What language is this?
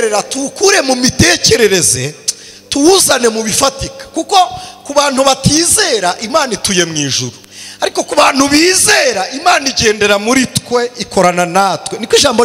Kinyarwanda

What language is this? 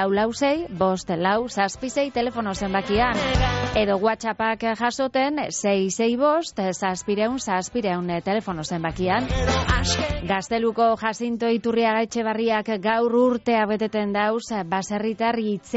Basque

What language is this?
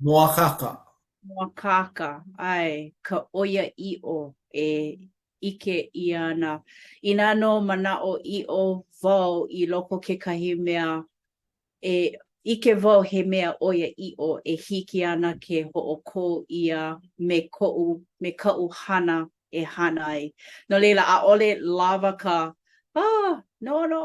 Hawaiian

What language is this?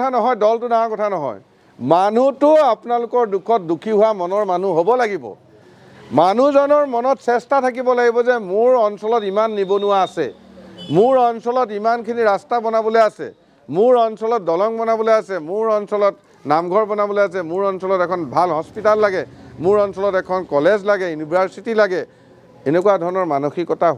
Assamese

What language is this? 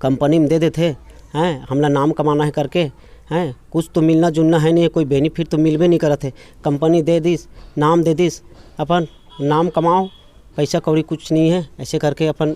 Chhattisgarhi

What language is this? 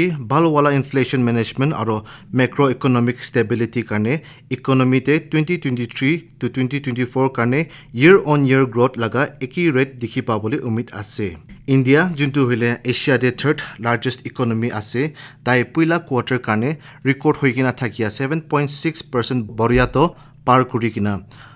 Naga Pidgin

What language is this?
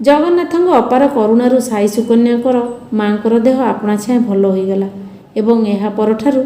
Odia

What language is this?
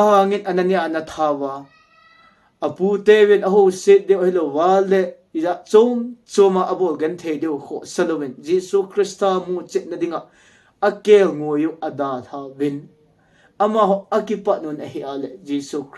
Thado Chin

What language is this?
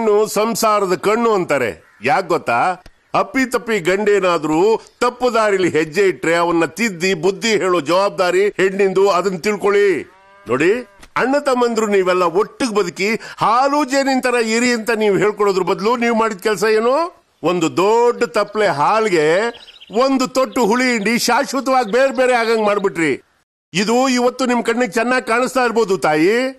Kannada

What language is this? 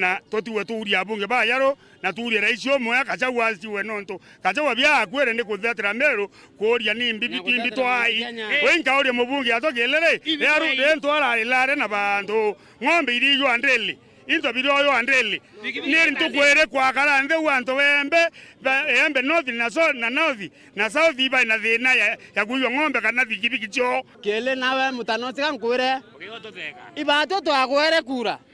Meru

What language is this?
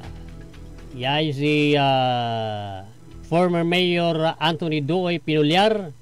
Pangasinan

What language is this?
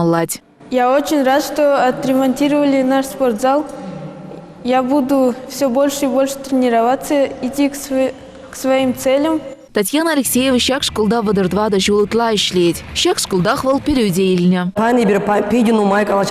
Chuvash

